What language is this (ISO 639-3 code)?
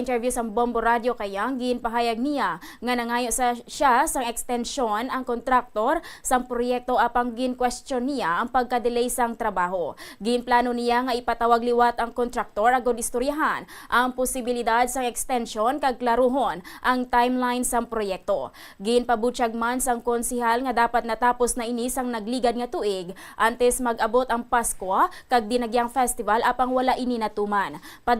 hil